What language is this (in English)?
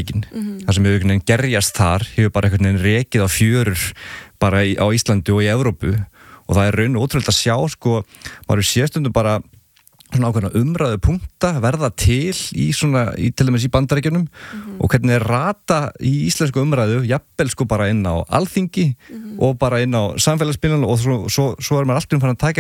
Icelandic